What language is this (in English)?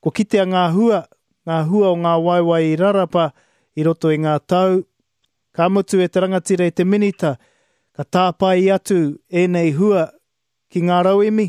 Māori